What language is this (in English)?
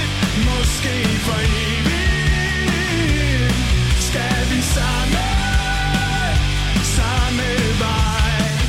Danish